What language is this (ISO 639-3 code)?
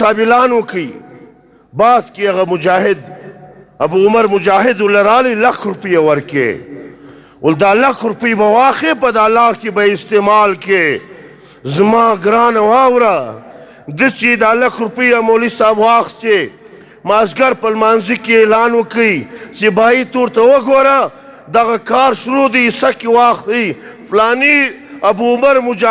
pus